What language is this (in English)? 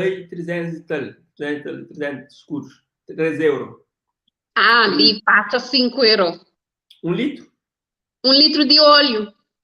Kabuverdianu